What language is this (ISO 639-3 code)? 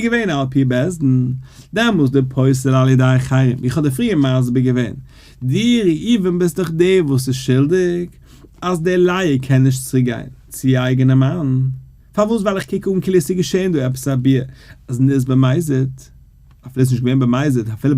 yid